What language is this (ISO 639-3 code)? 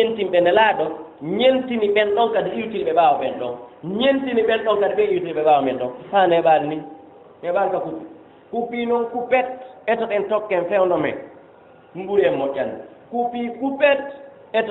ful